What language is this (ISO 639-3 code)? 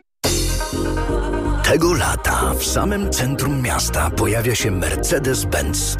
pol